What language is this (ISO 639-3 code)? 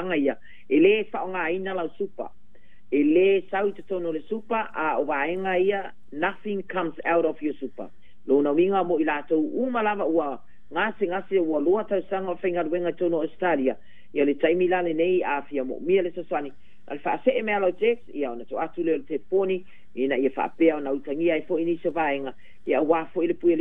smo